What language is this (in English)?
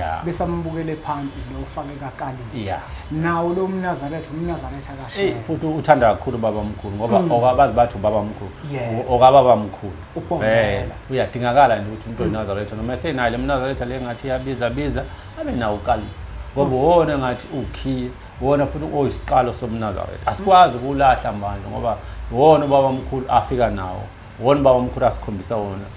Zulu